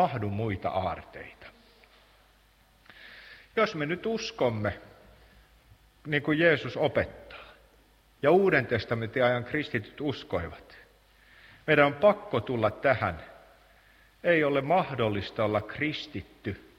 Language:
Finnish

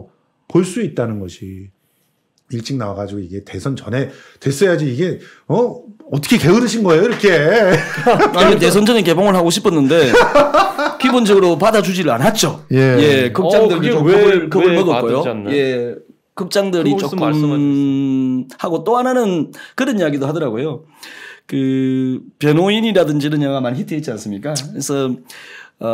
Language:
Korean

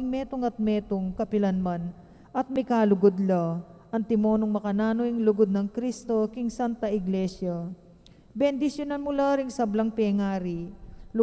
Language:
Pampanga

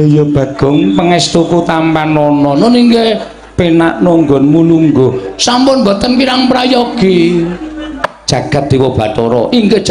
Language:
Javanese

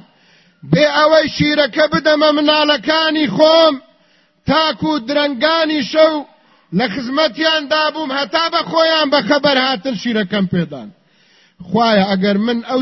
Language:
Central Kurdish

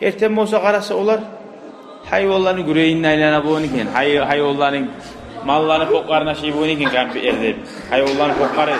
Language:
Kumyk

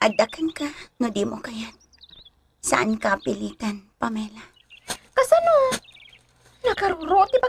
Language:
Iloko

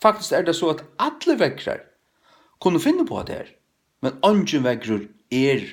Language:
Faroese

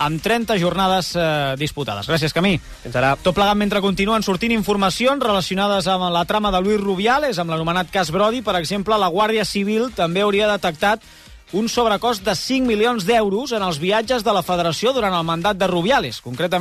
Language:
Catalan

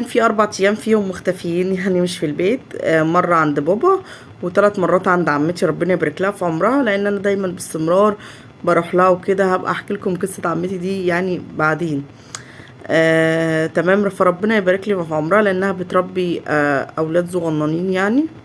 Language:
Egyptian Arabic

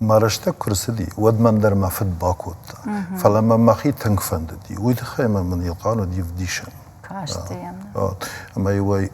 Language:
Ossetic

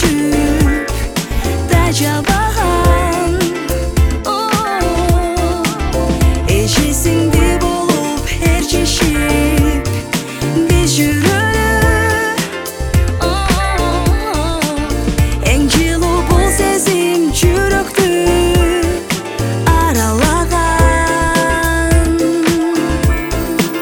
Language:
Kazakh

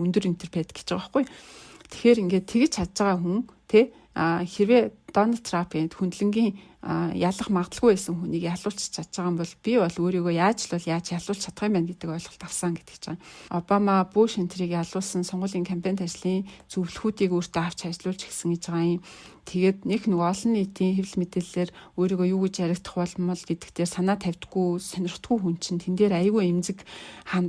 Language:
Mongolian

